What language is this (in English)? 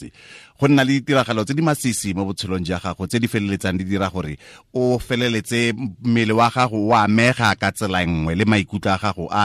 Tswana